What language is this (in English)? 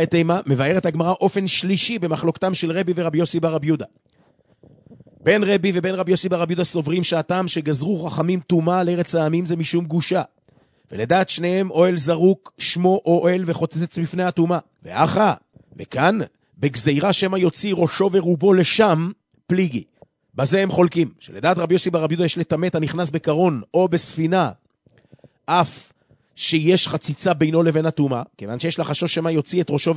Hebrew